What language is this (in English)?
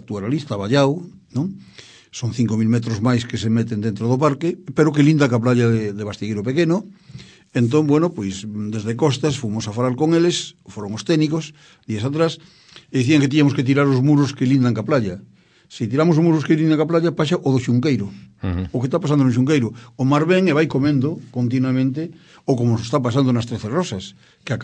Galician